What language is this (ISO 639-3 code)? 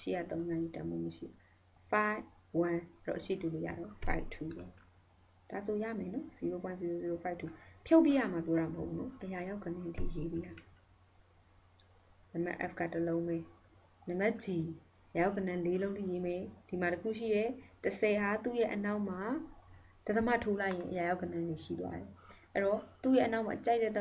mya